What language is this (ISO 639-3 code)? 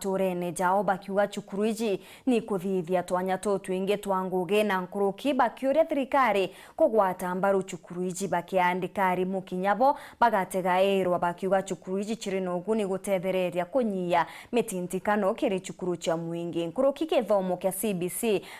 mer